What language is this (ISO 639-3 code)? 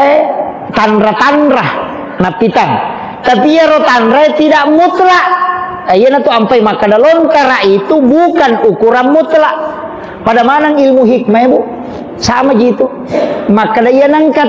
bug